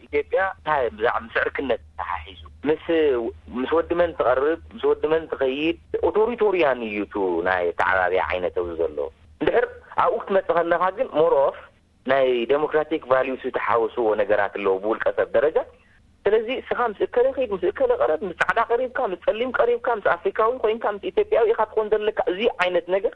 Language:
Tigrinya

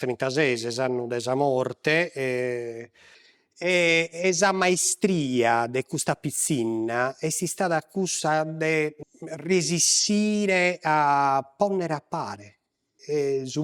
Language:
Sardinian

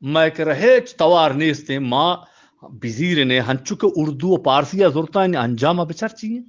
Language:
Eastern Balochi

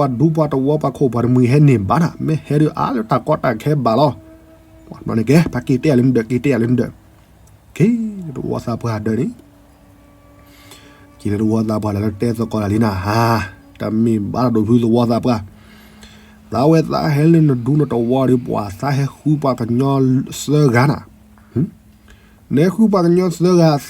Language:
S'gaw Karen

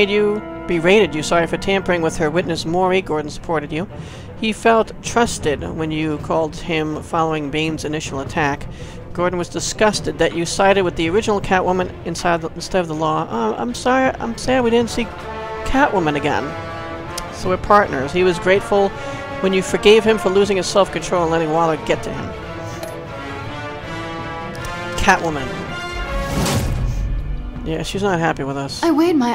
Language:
English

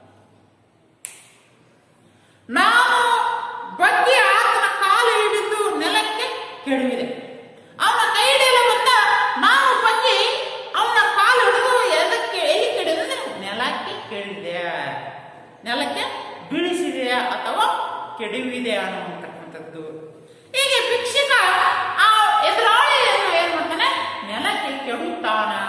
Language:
Kannada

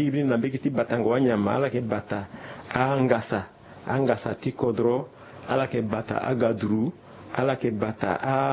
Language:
Sango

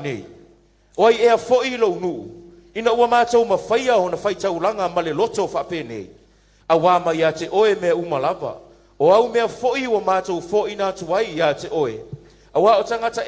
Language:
Samoan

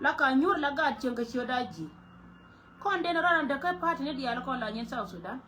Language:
Nuer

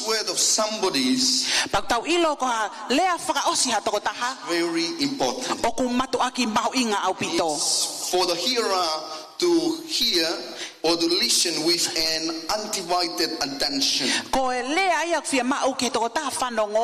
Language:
Tongan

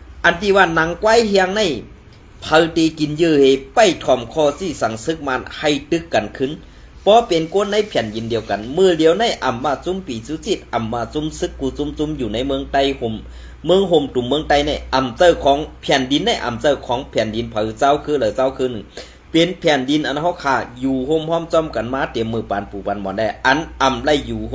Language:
Shan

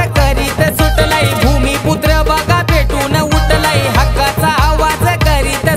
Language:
Marathi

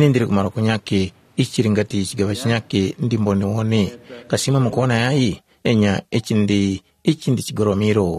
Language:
Tumbuka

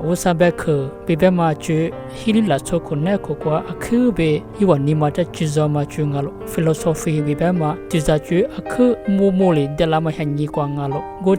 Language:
Lisu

